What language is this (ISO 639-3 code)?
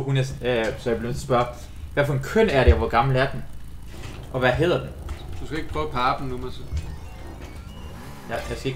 dan